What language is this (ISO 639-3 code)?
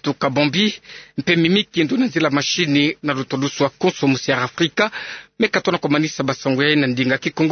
ktu